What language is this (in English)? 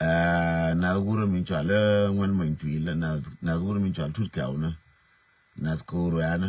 Nuer